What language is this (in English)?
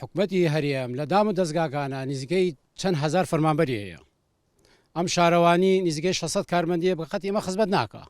Central Kurdish